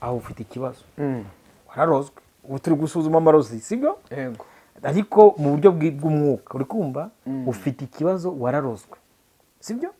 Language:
Kinyarwanda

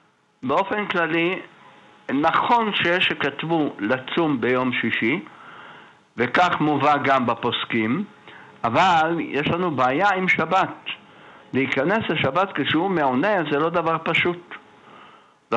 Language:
Hebrew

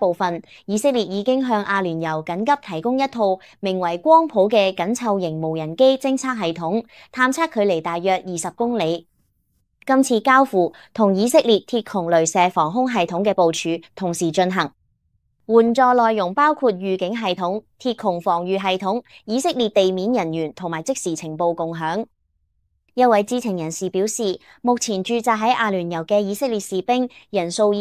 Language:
Cantonese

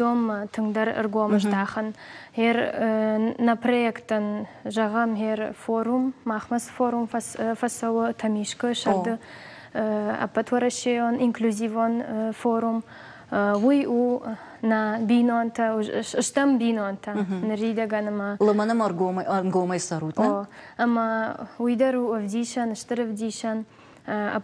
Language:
Ossetic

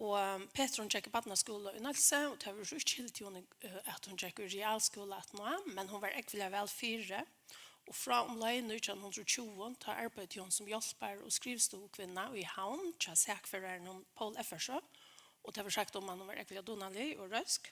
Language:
Faroese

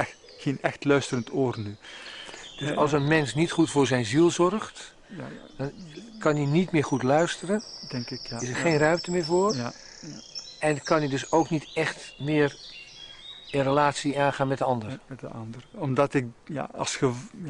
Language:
Dutch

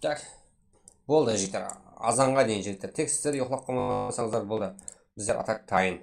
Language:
Kara-Kalpak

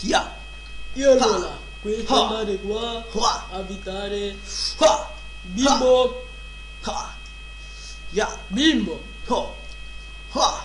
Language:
Sicilian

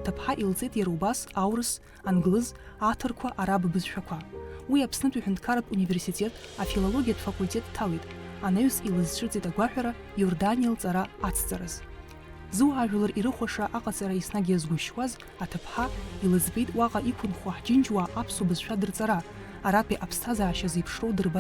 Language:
Abkhazian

